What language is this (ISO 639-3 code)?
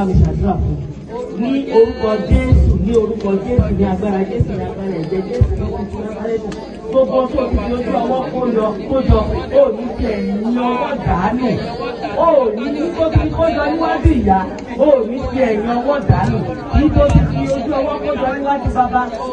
yor